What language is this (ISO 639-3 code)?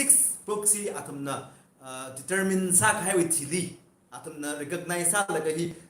nmf